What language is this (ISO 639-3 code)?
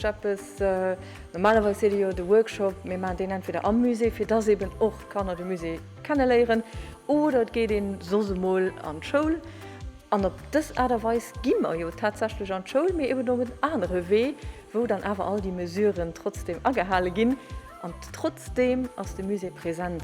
ltz